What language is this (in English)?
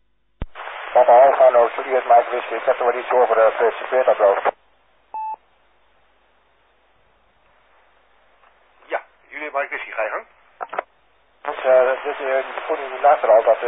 Dutch